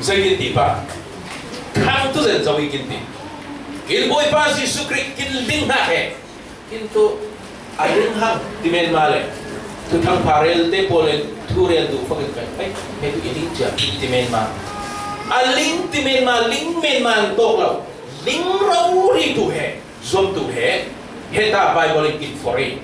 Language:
Falam Chin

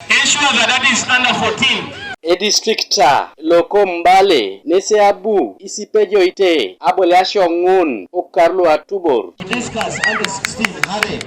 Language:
Teso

